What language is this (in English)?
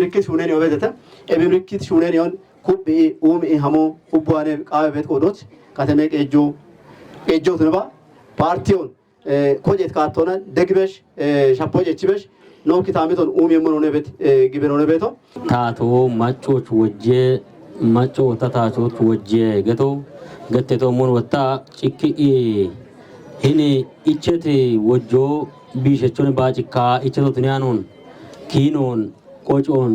Kafa